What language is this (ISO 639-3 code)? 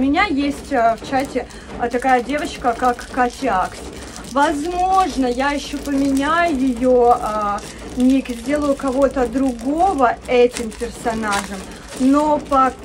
rus